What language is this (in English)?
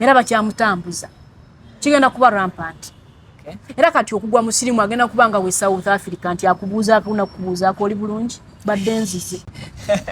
Ganda